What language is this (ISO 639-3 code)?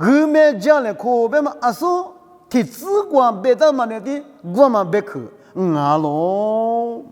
lis